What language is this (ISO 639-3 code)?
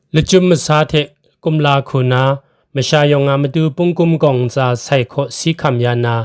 kac